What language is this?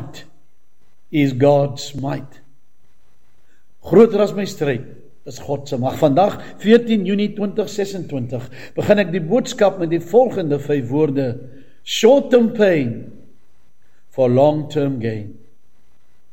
Afrikaans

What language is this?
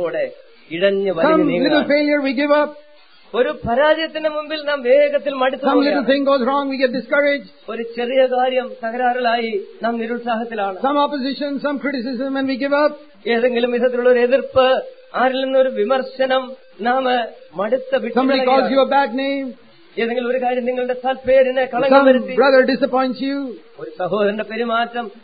Malayalam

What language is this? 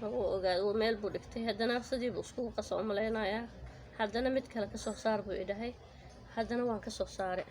Somali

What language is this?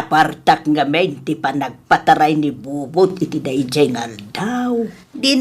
Iloko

